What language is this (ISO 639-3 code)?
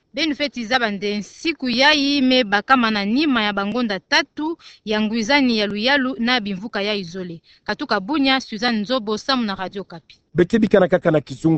ktu